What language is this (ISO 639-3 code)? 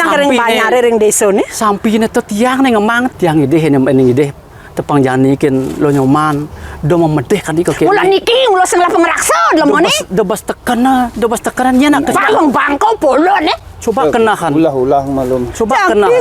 ban